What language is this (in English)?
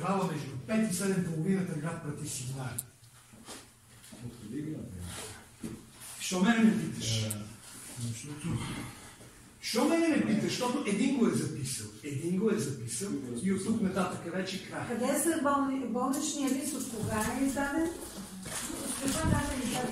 Bulgarian